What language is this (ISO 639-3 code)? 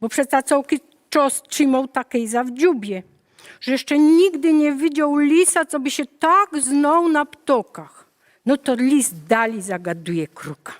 szl